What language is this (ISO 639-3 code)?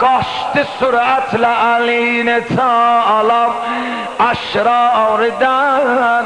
azb